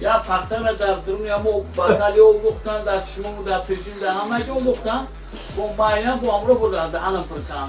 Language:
Tajik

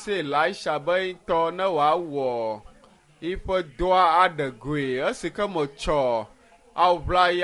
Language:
Ewe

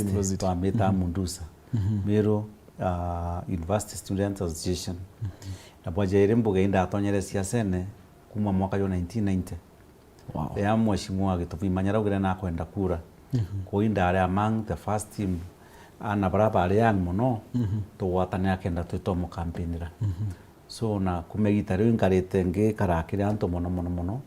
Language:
Meru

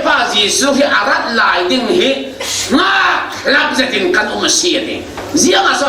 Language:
Falam Chin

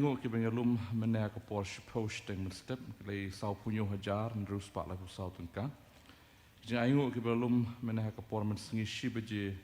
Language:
Khasi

